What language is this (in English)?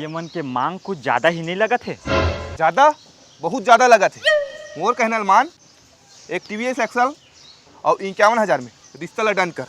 Chhattisgarhi